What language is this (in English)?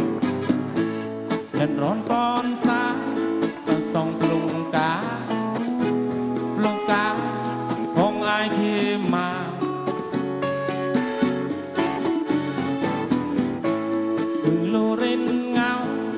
Thai